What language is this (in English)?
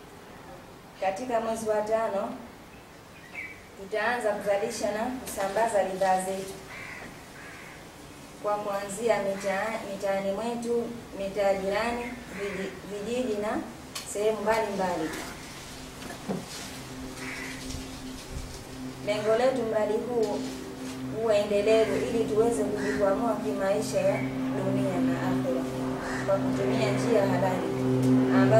Swahili